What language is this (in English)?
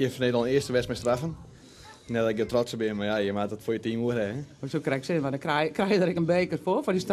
Western Frisian